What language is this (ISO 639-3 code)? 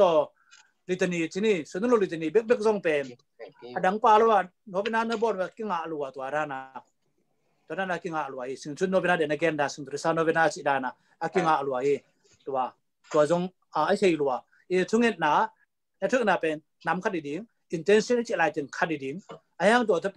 ctd